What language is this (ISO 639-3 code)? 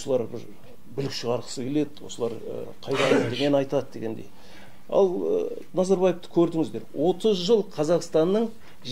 kaz